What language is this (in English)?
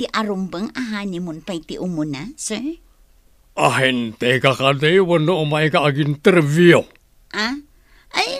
Iloko